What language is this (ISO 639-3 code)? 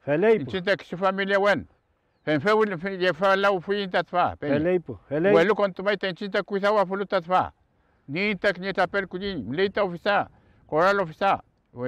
arn